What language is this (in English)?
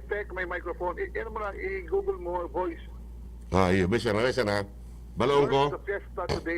Bikol